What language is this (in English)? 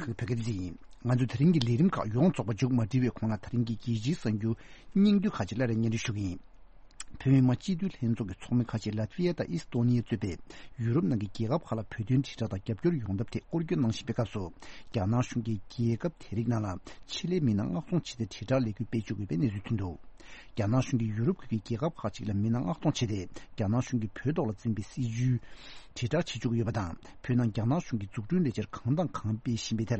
Tibetan